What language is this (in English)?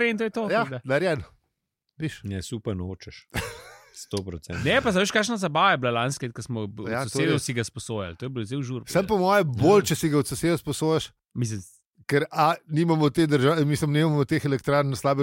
Slovenian